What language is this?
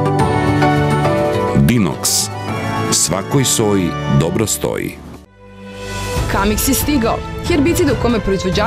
Serbian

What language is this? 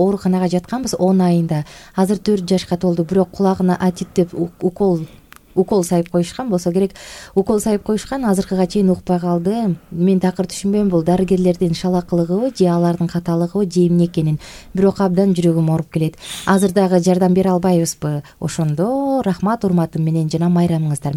Kyrgyz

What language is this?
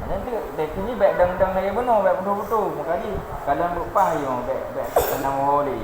Achinese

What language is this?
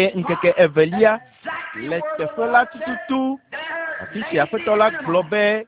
Ewe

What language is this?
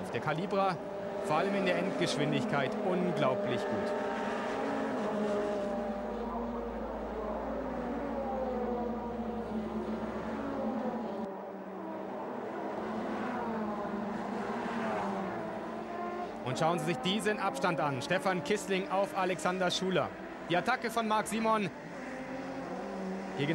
German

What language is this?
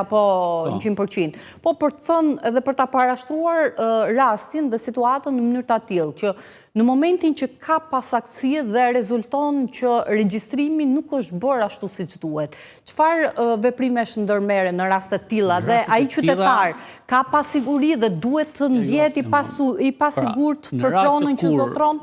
Albanian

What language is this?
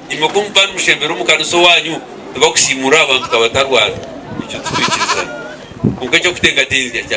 Nyankole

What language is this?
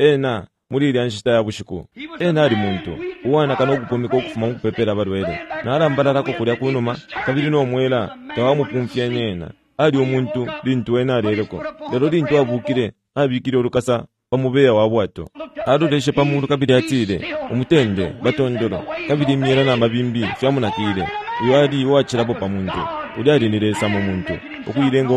Bemba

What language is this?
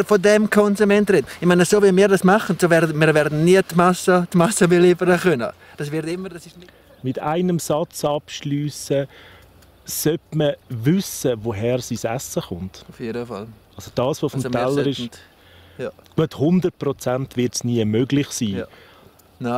Swiss German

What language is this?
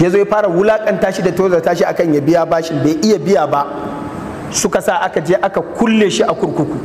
Hausa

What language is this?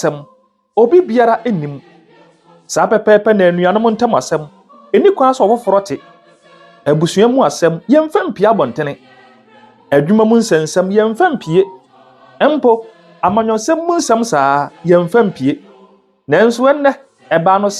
Akan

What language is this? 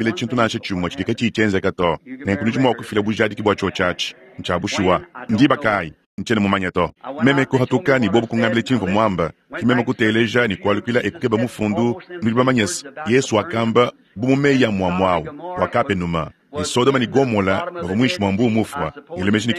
Luba-Lulua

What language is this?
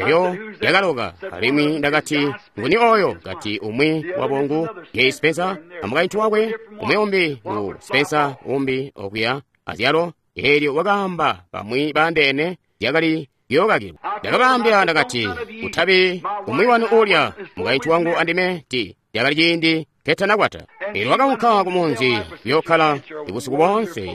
Tonga (Zambia)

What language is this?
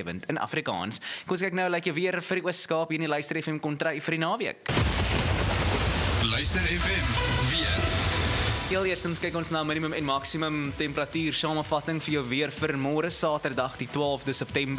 Afrikaans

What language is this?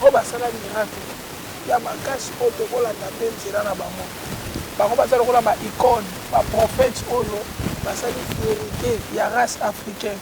Lingala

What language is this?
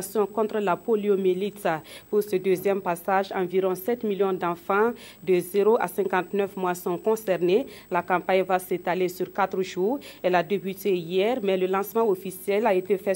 French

